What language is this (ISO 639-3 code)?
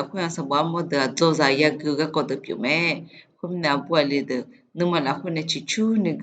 ahk